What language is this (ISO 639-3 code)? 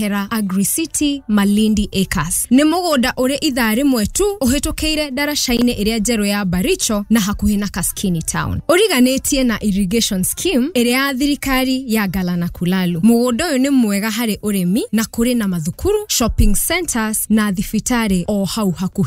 kik